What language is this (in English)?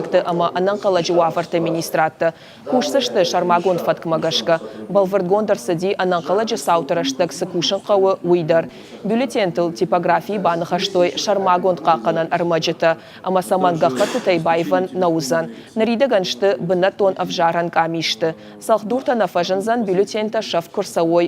Ossetic